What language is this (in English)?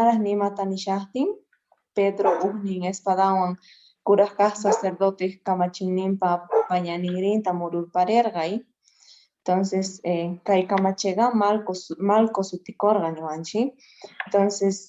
Quechua